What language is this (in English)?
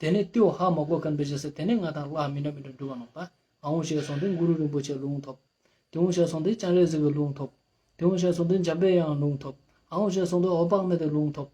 Ladakhi